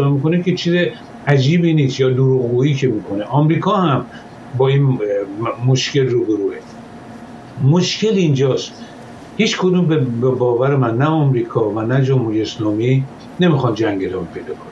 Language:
Persian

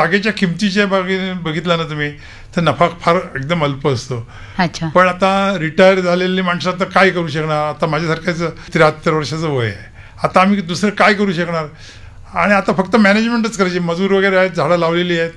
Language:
Marathi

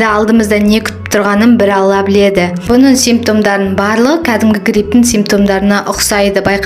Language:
Kazakh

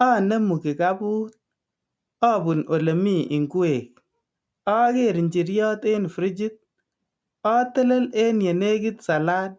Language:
Kalenjin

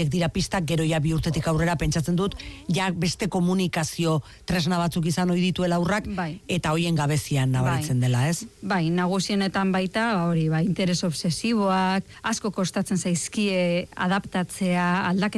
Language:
Basque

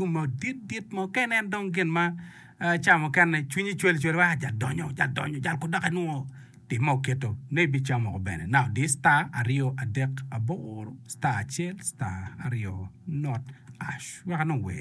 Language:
Acoli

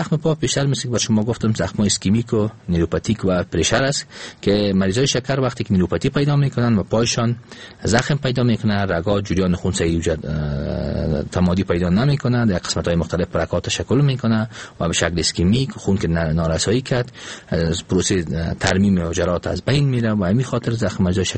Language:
Persian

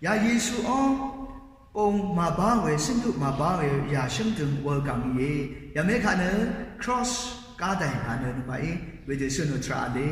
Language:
Rawang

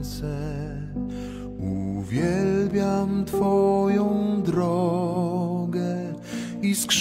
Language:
Polish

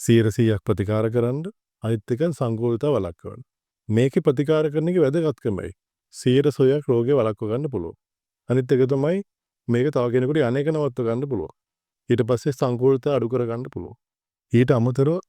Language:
Sinhala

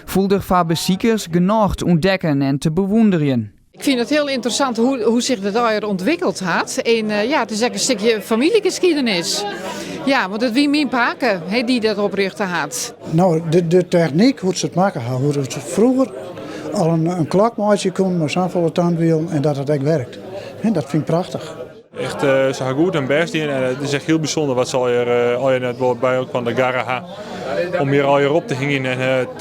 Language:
Western Frisian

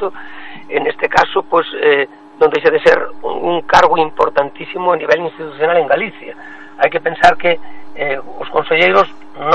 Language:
Galician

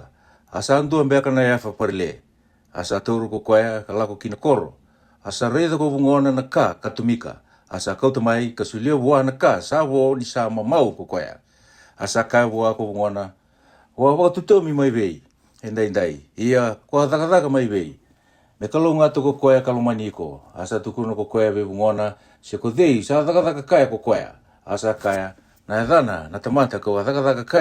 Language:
Fijian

